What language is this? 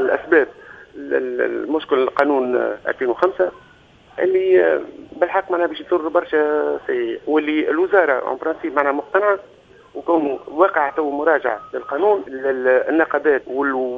Tunisian Arabic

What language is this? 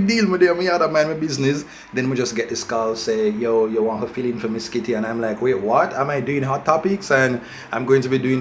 Jamaican Creole English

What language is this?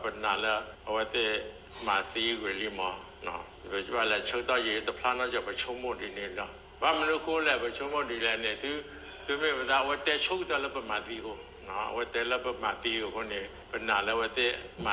S'gaw Karen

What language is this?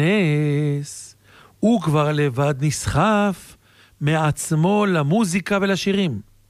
Hebrew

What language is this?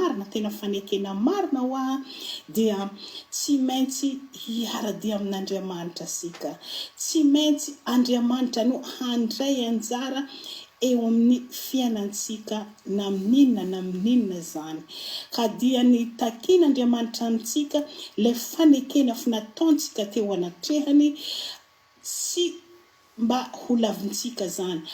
Malagasy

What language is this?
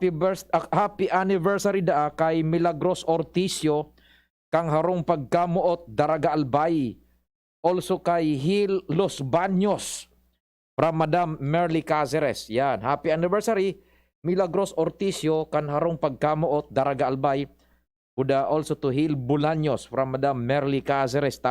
Bikol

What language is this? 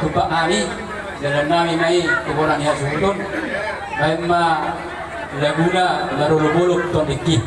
Batak Toba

